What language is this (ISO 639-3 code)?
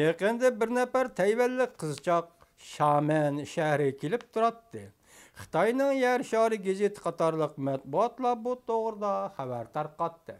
uig